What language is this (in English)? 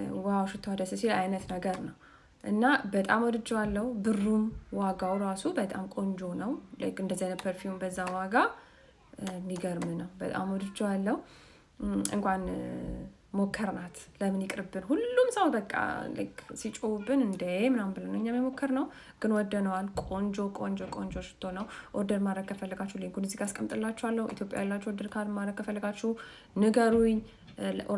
Amharic